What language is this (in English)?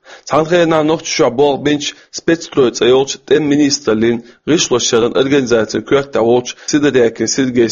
Chechen